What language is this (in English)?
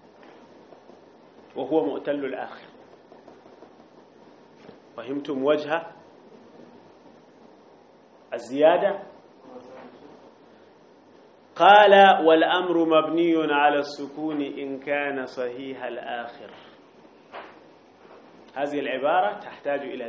Arabic